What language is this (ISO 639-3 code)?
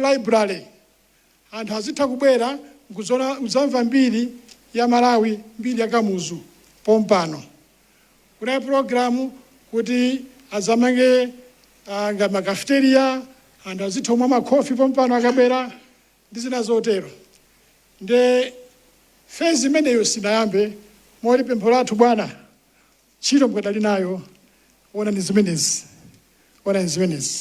nya